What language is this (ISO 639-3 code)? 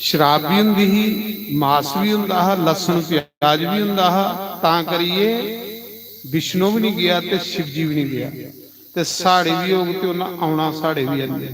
doi